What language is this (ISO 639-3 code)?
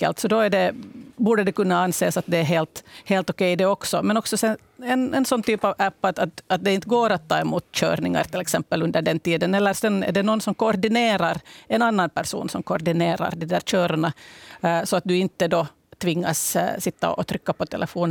swe